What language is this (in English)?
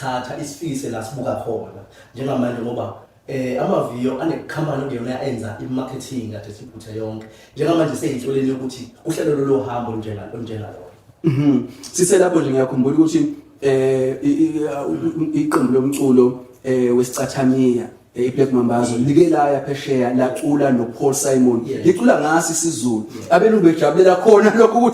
Zulu